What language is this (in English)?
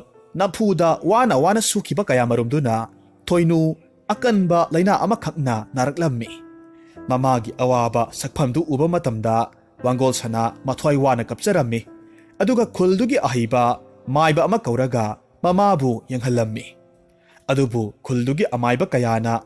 Manipuri